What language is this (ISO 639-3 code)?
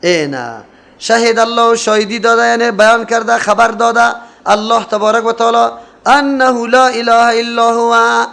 fas